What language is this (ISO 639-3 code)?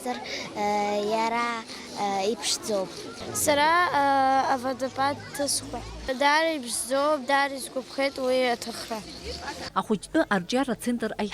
abk